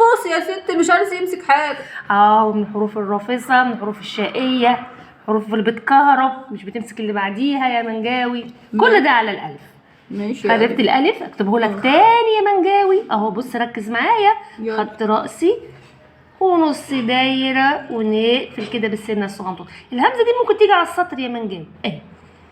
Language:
Egyptian Arabic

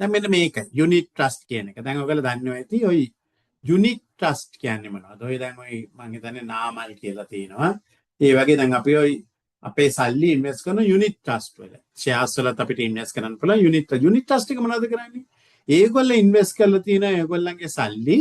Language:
Sinhala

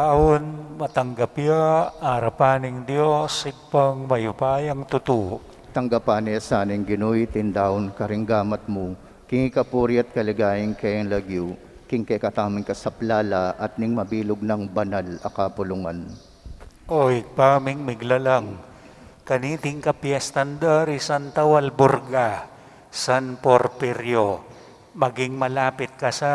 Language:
Pampanga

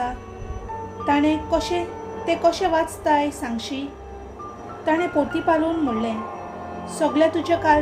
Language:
Konkani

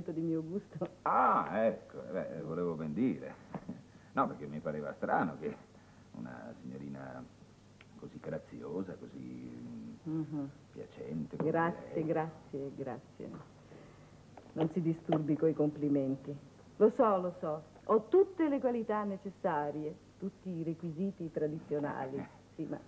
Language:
Italian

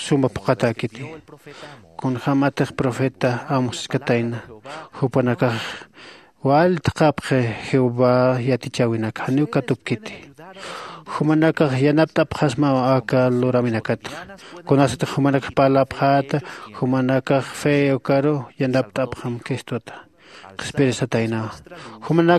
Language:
Aymara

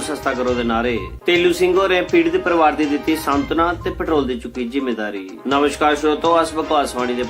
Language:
Dogri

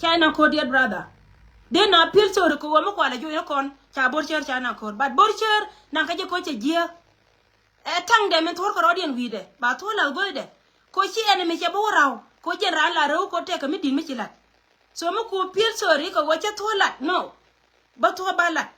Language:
Nuer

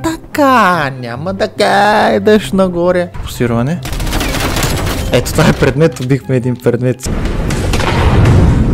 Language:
Bulgarian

